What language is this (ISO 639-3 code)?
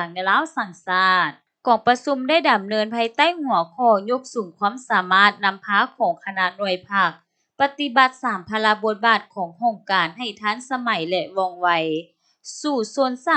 lao